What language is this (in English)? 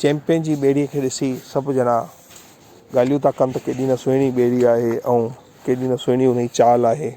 Sindhi